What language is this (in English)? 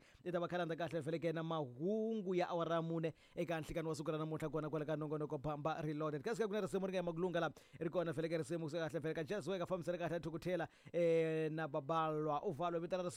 Tsonga